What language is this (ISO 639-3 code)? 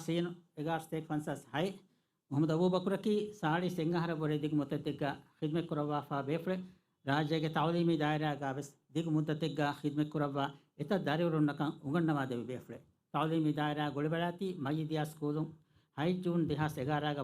div